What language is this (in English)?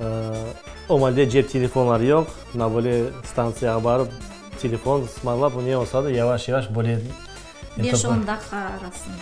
Crimean Tatar